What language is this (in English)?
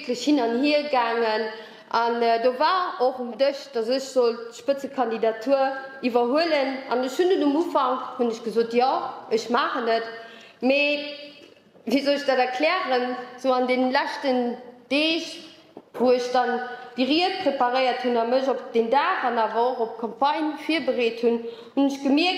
Luxembourgish